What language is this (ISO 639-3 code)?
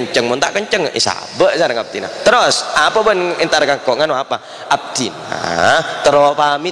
mad